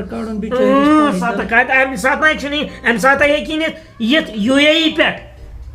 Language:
Kashmiri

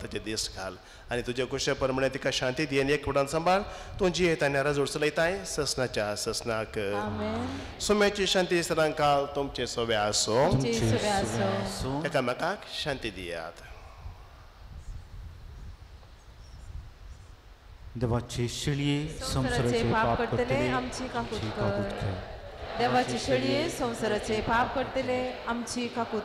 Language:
Konkani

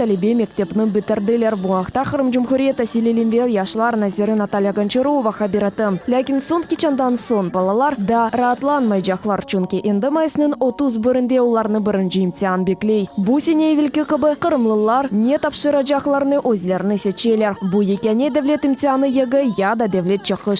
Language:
Crimean Tatar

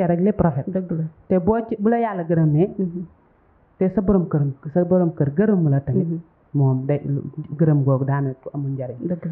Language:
Wolof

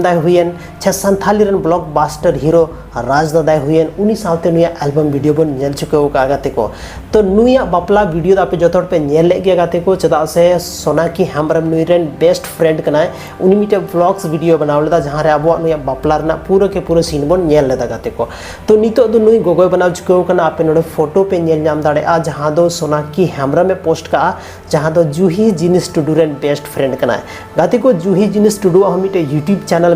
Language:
Santali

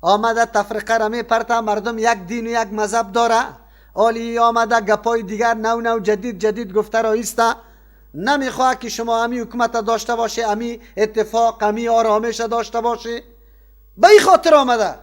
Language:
Persian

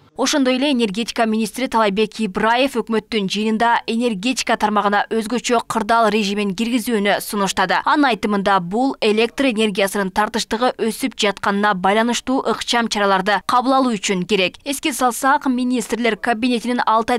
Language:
Kyrgyz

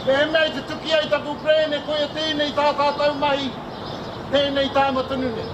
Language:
Māori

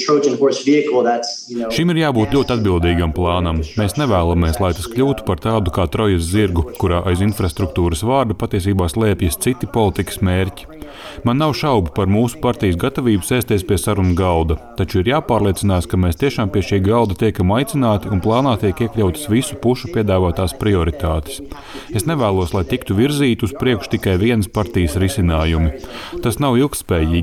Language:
Latvian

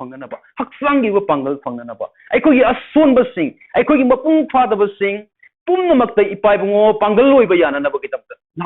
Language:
Manipuri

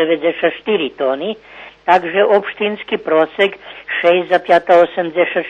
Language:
Rusyn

